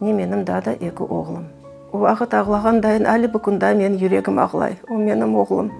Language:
Crimean Tatar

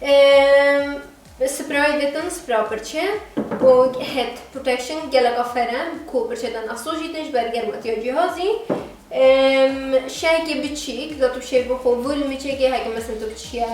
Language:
Kurdish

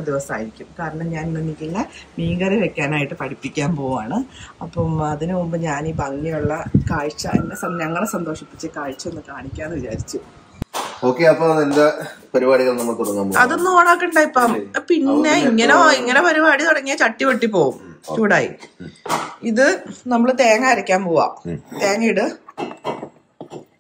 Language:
Malayalam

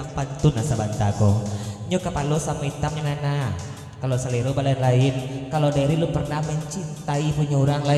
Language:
Minangkabau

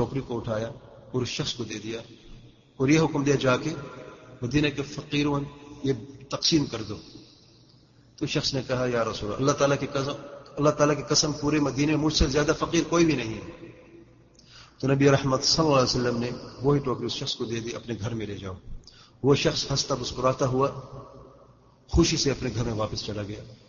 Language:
Urdu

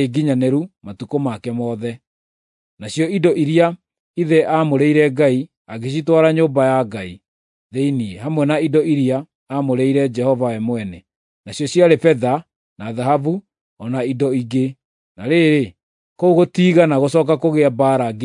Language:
Kikuyu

